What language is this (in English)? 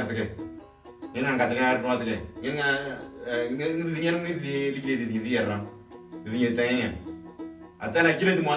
Moro